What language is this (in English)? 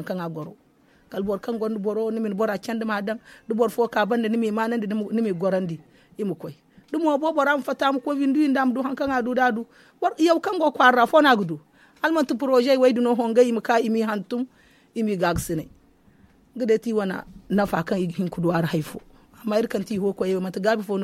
Zarma